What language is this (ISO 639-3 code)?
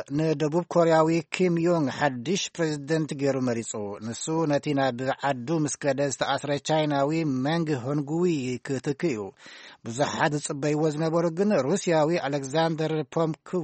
tir